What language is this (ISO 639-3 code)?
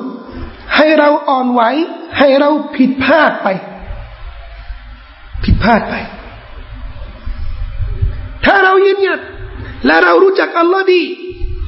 tha